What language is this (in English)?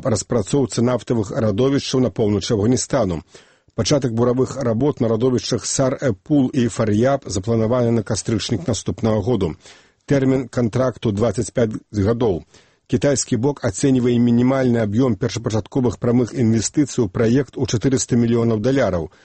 Belarusian